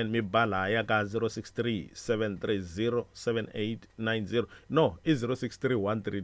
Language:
Tsonga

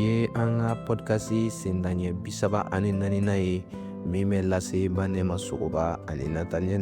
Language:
Bambara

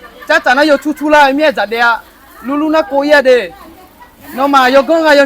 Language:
Akha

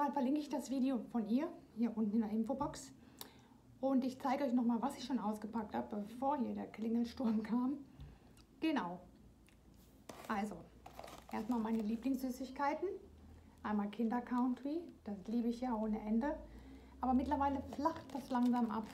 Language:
German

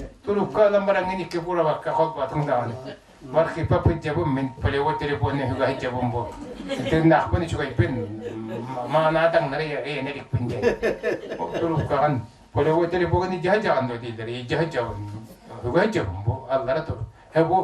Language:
Yakut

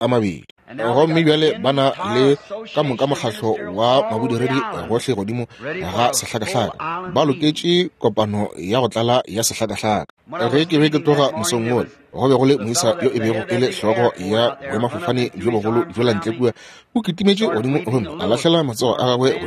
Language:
Northern Sotho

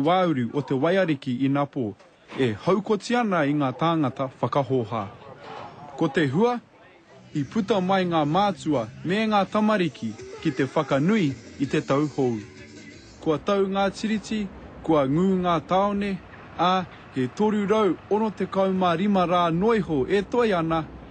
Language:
Māori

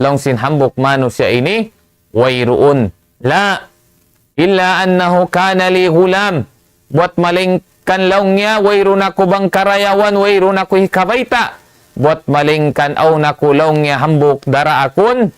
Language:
Tausug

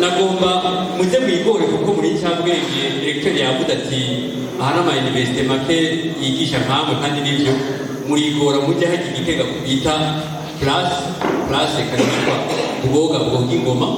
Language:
Rundi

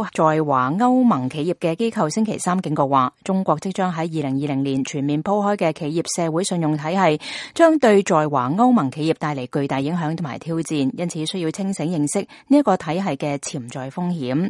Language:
Cantonese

